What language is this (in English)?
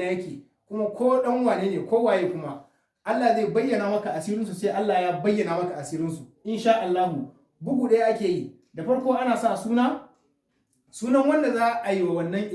Hausa